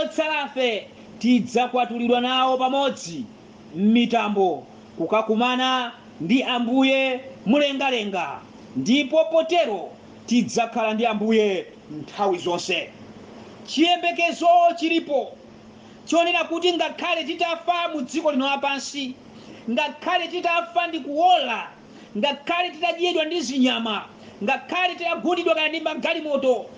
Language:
Nyanja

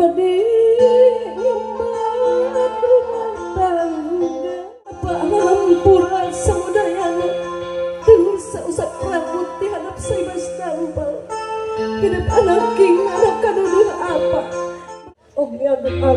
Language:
Sundanese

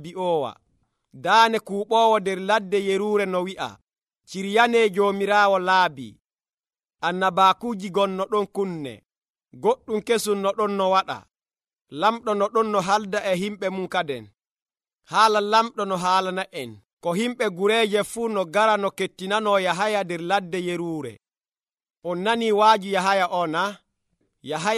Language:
Nigerian Fulfulde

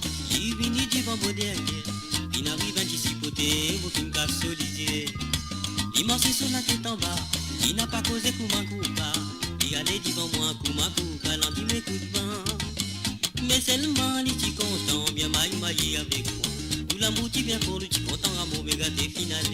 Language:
Morisyen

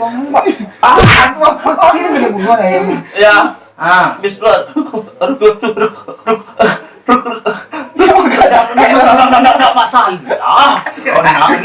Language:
Minangkabau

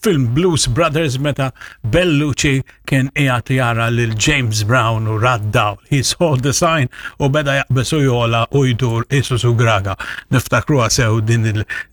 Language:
Maltese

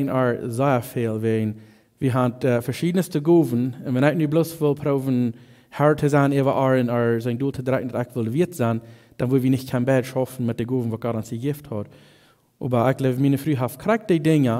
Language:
Plautdietsch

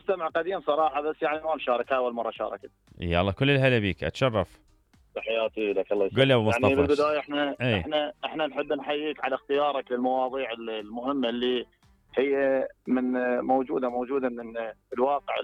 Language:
Mesopotamian Arabic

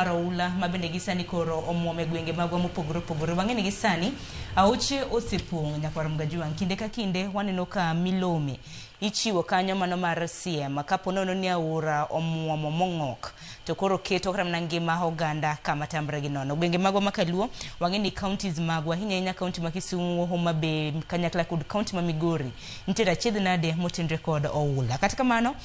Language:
Luo (Kenya and Tanzania)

